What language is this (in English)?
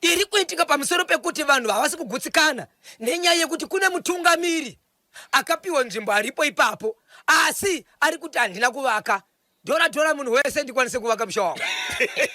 Shona